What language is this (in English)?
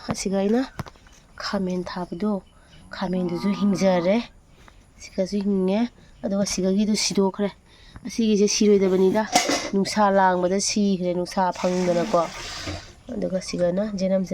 Manipuri